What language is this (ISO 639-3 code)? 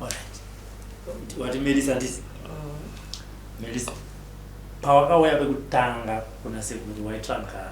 sna